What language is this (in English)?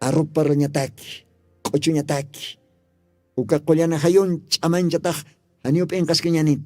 Aymara